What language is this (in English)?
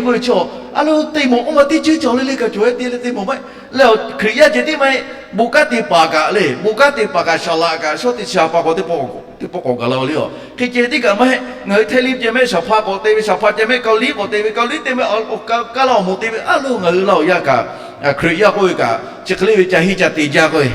Lahu